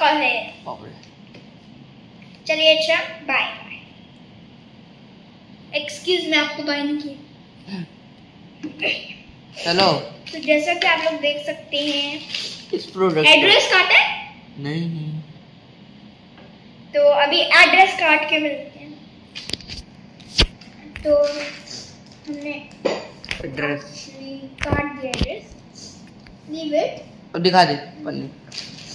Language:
Hindi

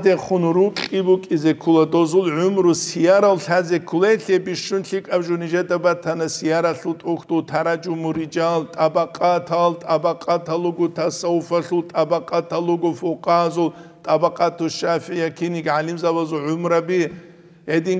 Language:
Avaric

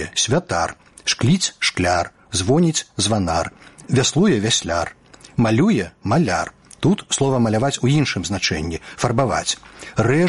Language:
Belarusian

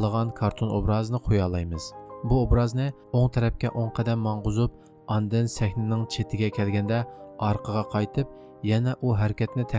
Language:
Uyghur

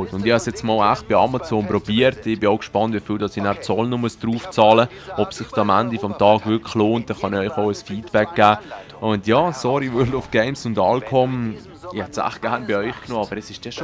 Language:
Swiss German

